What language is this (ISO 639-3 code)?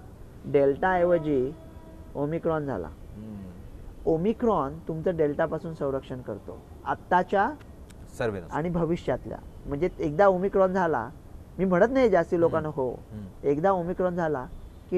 mar